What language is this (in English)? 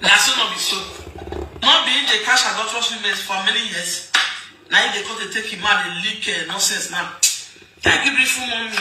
Nigerian Pidgin